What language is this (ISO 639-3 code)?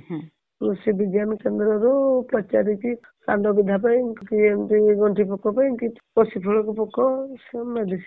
ori